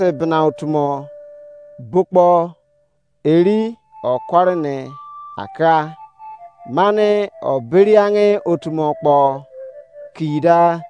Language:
Izon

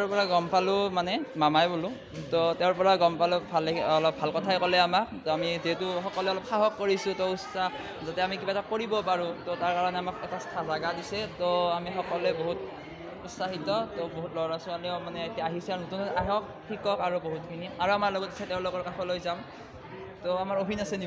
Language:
Assamese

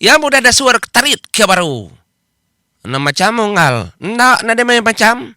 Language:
Iban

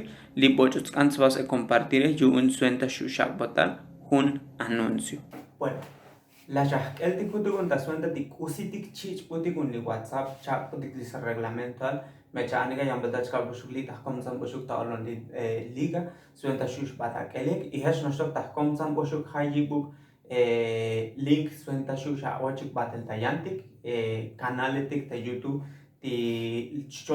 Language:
Tzotzil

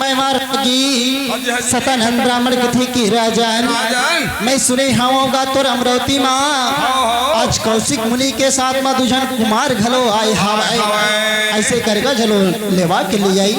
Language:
Chhattisgarhi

